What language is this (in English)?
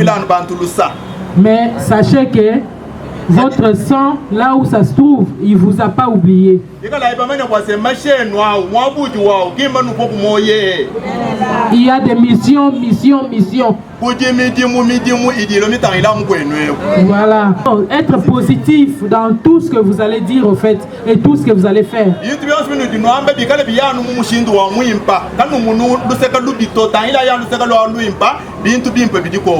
Luba-Lulua